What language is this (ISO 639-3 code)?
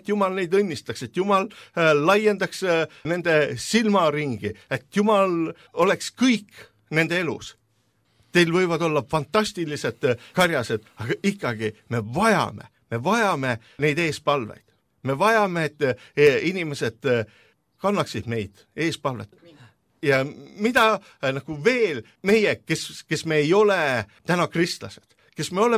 est